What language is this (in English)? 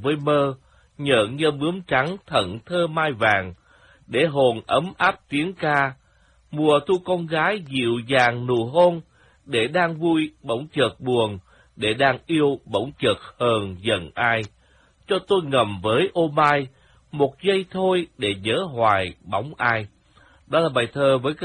Vietnamese